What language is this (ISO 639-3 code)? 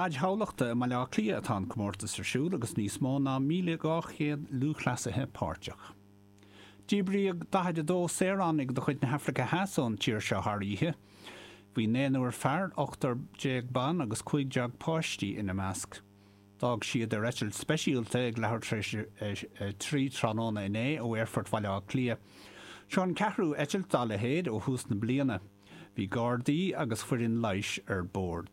gle